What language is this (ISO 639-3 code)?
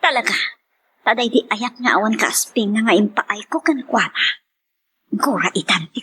ilo